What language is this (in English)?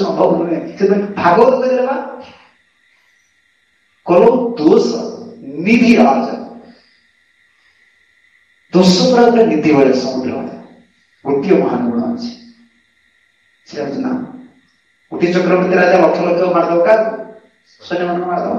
Odia